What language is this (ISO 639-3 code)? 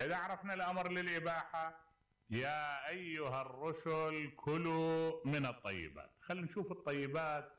acm